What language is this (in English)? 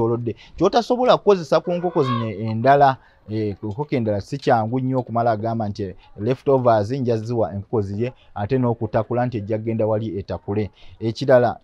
Ganda